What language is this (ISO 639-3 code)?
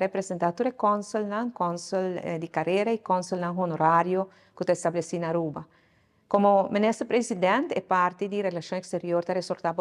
pap